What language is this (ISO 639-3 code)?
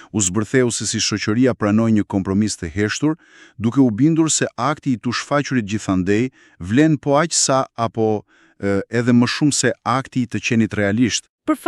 sqi